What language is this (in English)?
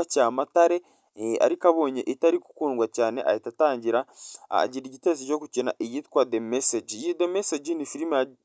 Kinyarwanda